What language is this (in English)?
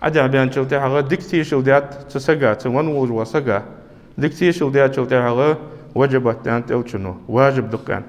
Ingush